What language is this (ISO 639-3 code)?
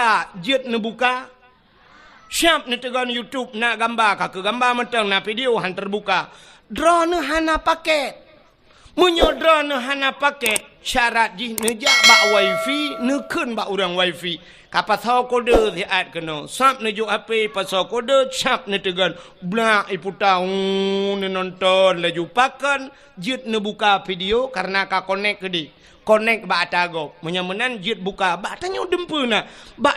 ace